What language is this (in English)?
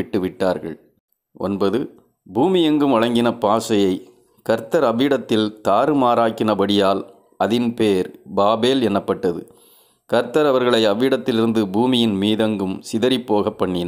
Tamil